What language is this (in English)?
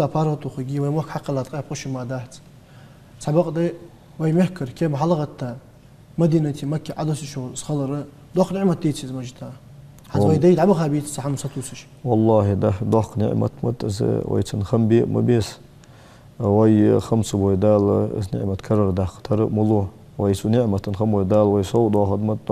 Ingush